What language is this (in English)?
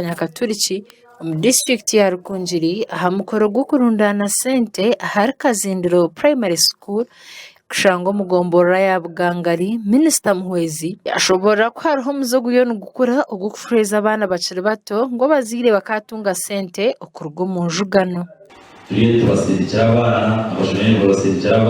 Nyankole